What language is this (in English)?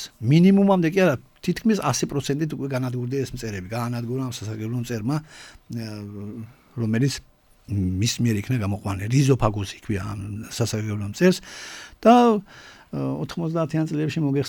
Georgian